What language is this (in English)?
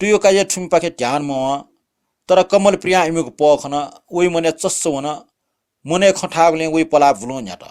Newari